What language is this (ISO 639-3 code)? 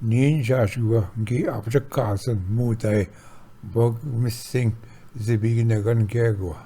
oji